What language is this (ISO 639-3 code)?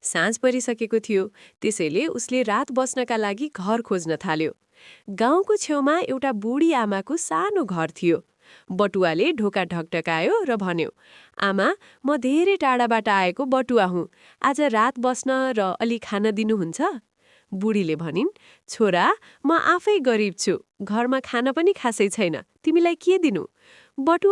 nep